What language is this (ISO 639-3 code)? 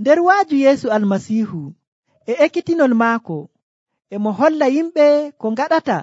fuv